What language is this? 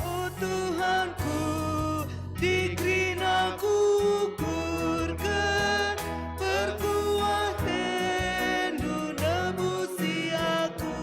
Batak Karo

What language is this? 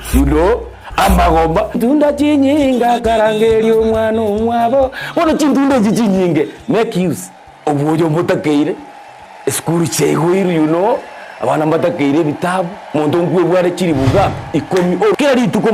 Gusii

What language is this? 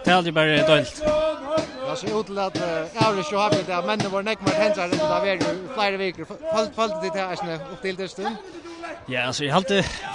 Faroese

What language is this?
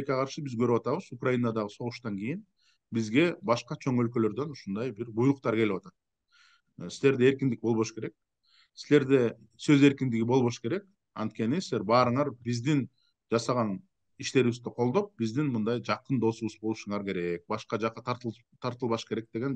Kyrgyz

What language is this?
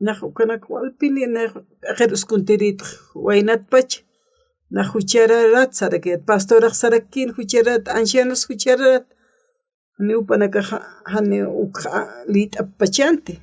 Aymara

